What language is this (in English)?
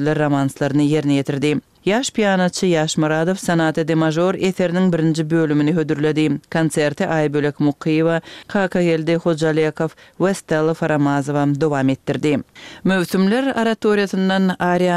Turkmen